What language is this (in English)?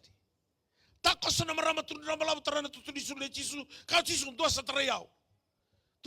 Fijian